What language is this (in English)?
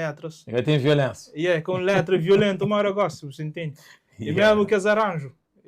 Kabuverdianu